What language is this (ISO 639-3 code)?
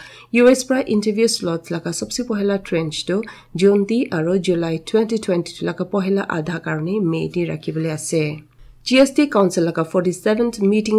nag